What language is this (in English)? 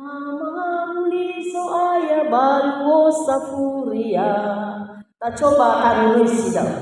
Nias